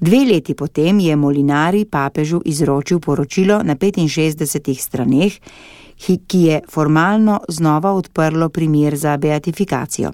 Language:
Slovenian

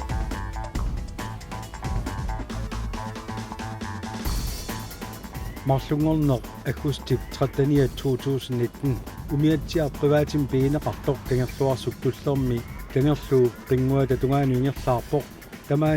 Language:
Kalaallisut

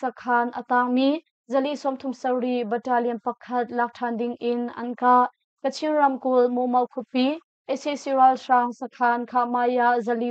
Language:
Hakha Chin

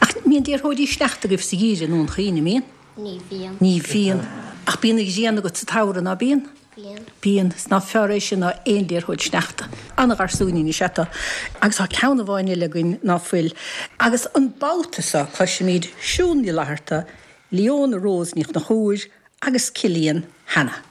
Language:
Irish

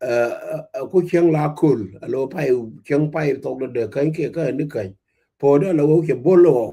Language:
Nuer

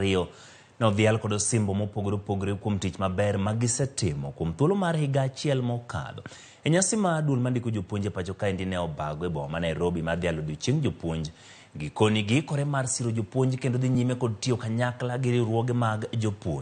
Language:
Luo (Kenya and Tanzania)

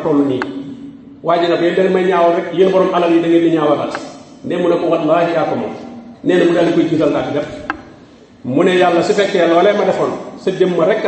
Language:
Wolof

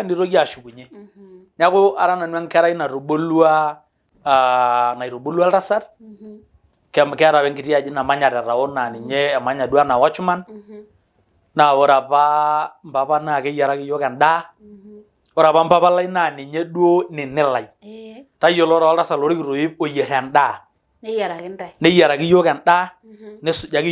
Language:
Masai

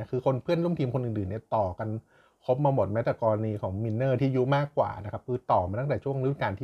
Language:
Thai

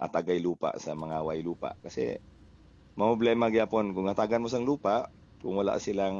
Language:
Hiligaynon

